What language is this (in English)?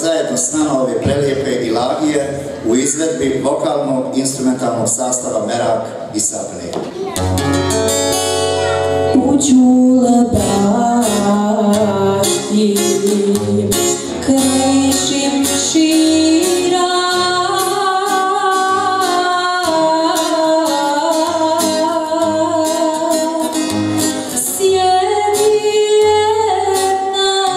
Bosnian